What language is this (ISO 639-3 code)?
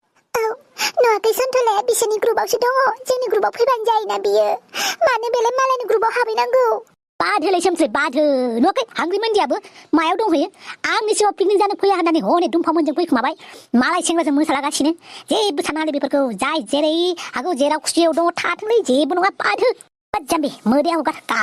brx